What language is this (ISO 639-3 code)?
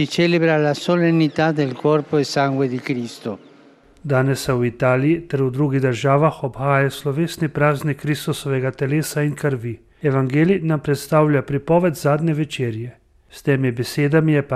slv